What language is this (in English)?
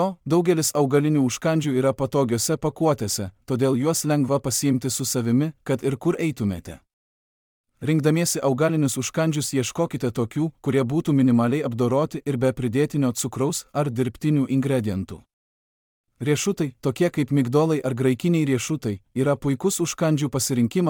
Lithuanian